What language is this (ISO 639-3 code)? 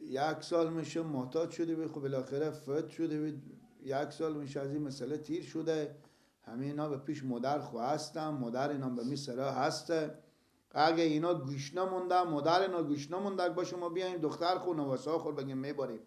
fas